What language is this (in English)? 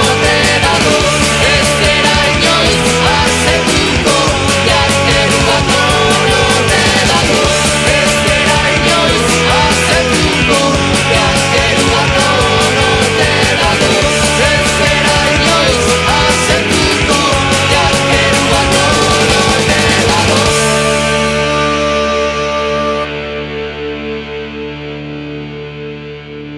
Basque